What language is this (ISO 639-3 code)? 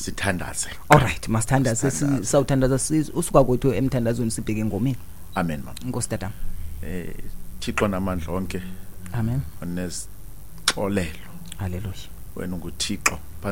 xho